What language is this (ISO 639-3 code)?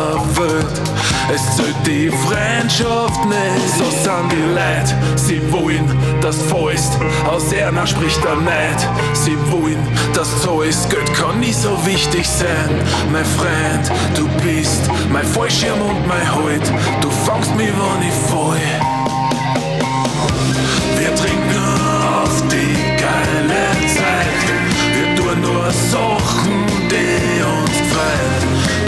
deu